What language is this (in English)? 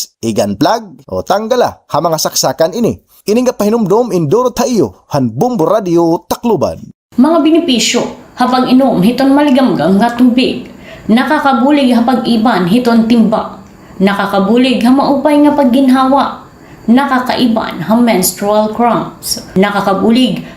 Waray